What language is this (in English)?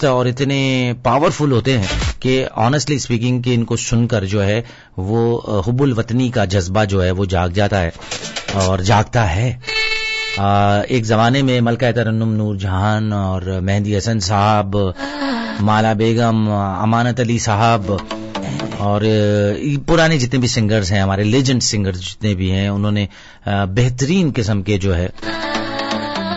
Urdu